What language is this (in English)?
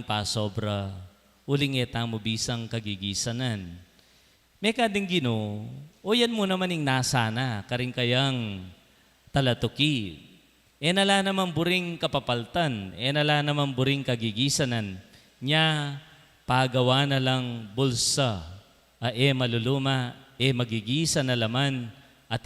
Pampanga